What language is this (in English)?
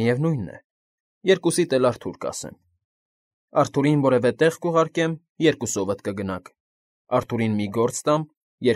Armenian